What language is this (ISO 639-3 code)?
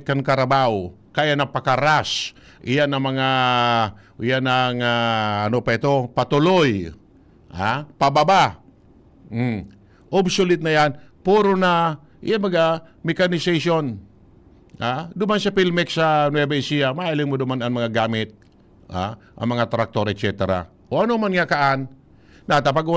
bik